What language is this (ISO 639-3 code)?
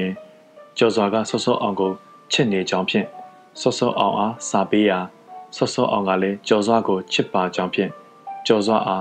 mya